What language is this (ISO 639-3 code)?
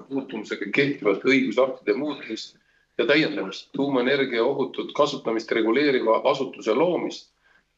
est